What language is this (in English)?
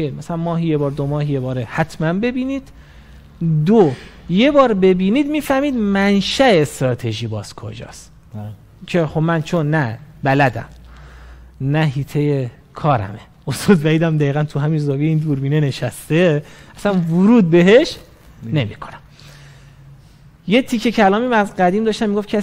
Persian